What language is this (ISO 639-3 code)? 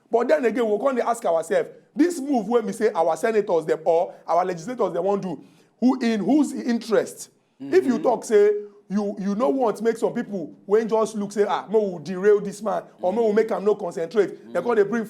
pcm